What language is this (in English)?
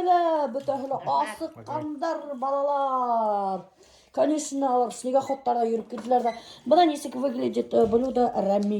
Bashkir